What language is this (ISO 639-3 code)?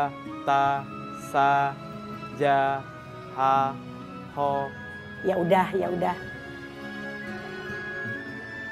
ind